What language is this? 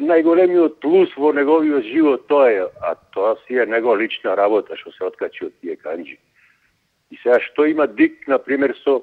Macedonian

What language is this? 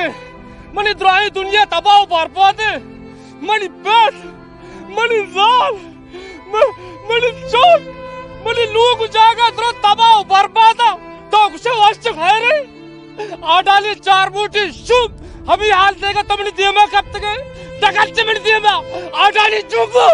Baluchi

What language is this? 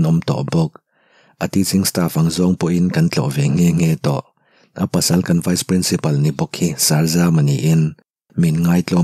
Mizo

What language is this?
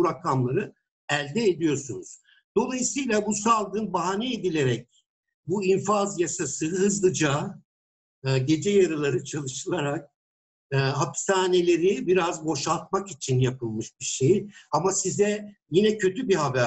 Turkish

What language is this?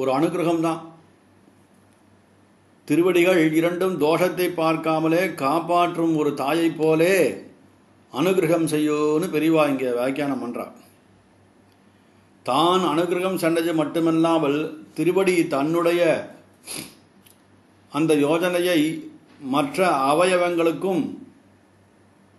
Tamil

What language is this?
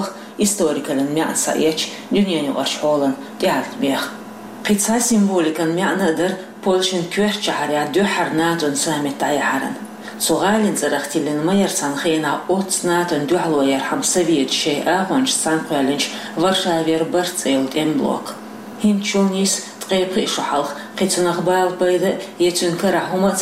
Chechen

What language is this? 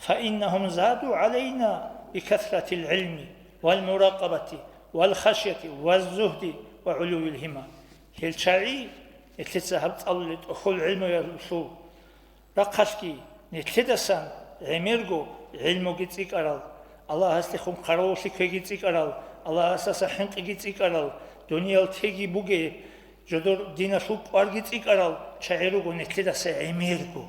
Avaric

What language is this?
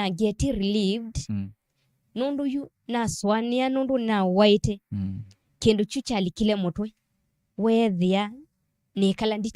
Kamba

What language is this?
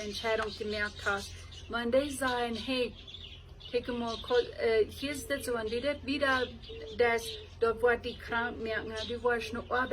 Plautdietsch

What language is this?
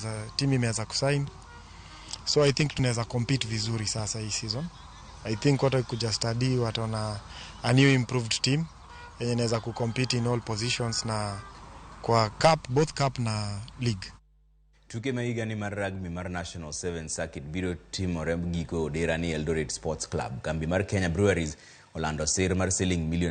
Luo (Kenya and Tanzania)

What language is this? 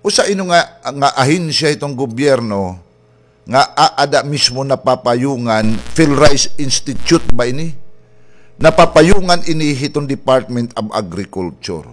Waray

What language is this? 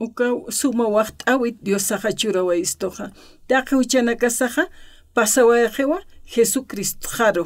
Aymara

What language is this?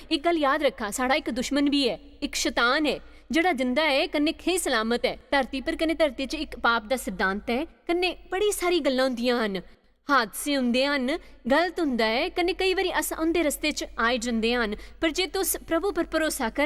Dogri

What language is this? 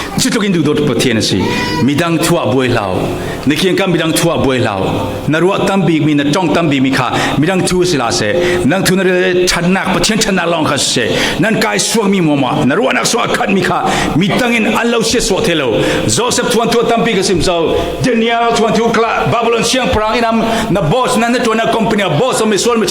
Falam Chin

